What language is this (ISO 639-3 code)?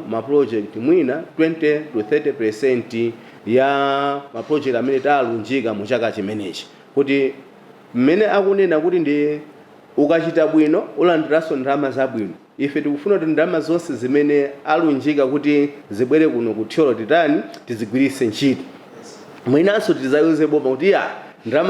nya